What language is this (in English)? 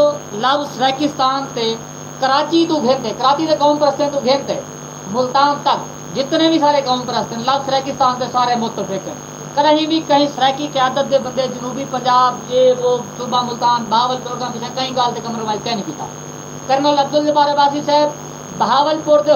Saraiki